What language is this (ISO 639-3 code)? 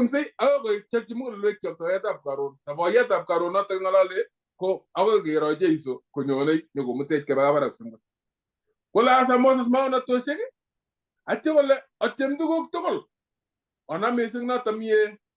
kln